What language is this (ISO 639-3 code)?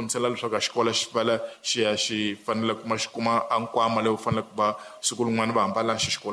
tso